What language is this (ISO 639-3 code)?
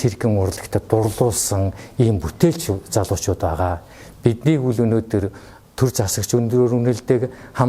mon